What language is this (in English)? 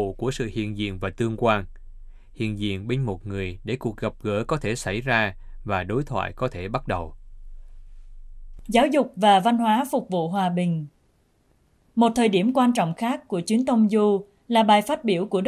Vietnamese